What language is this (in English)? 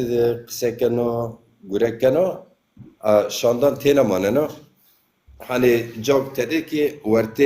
Zaza